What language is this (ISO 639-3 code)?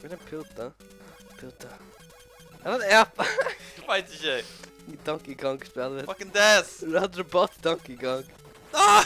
fao